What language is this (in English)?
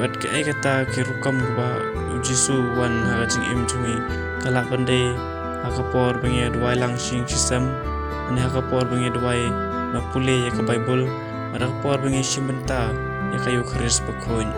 Khasi